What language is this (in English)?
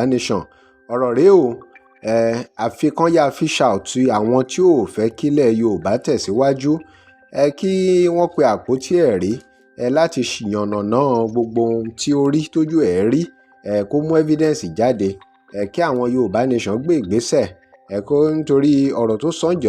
Yoruba